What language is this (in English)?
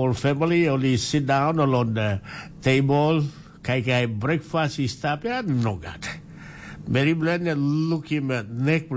Tok Pisin